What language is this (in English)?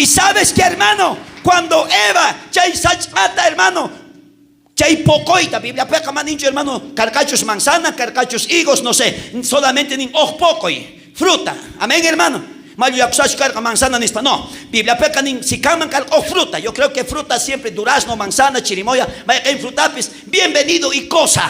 South Bolivian Quechua